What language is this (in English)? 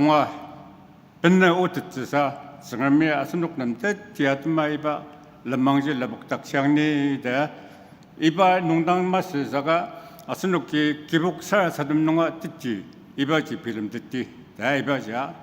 Ao Naga